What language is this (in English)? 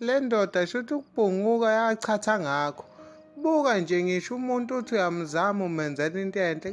Zulu